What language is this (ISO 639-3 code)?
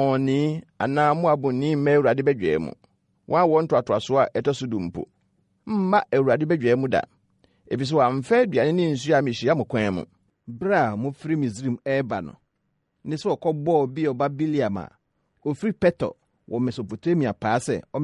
aka